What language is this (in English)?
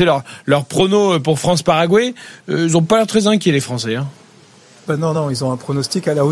French